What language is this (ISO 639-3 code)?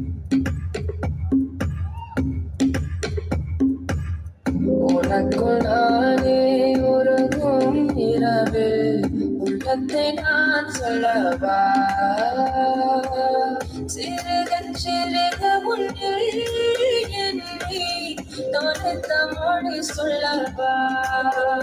tam